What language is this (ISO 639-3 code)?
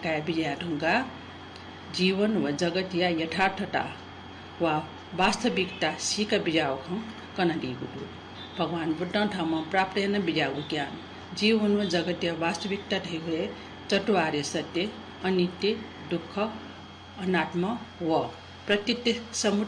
new